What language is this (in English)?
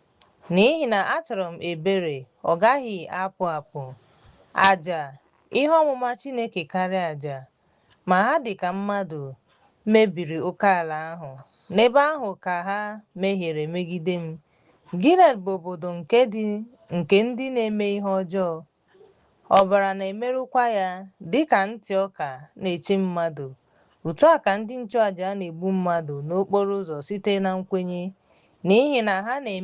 Igbo